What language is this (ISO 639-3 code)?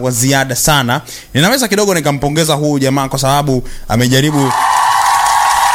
swa